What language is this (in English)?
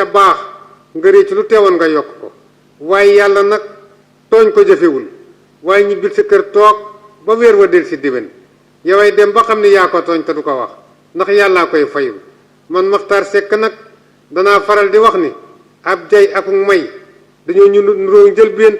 Wolof